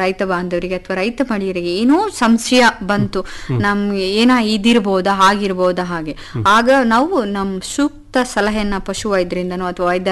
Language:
Kannada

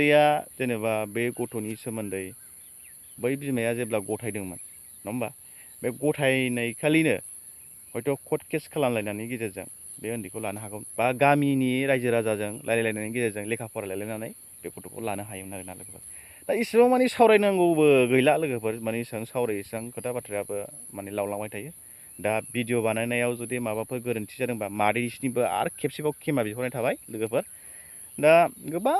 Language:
Bodo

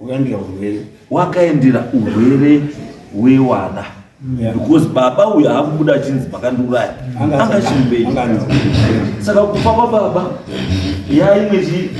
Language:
Shona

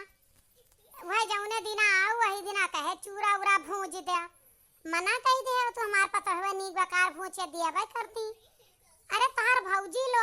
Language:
Awadhi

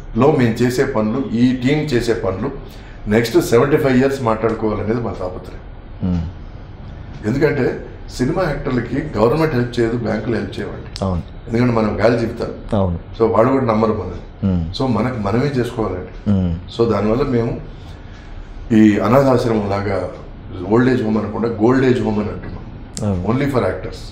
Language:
Telugu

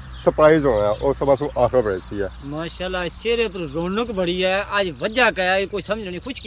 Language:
Pahari-Potwari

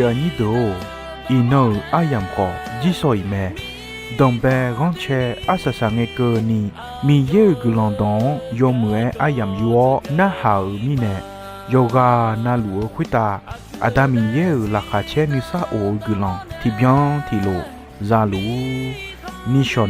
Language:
Akha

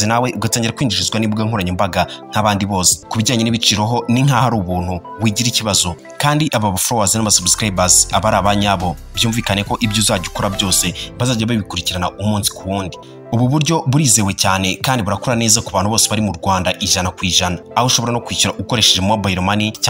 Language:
Kinyarwanda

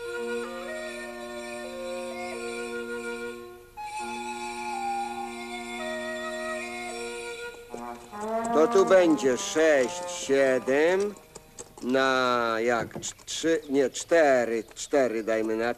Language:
Polish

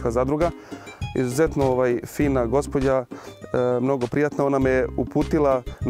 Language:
Serbian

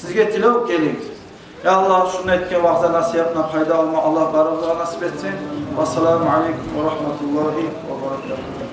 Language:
Kumyk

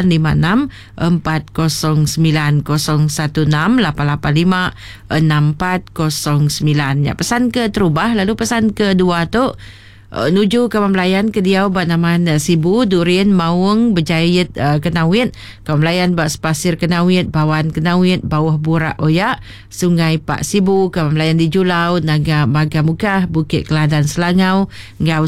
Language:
Iban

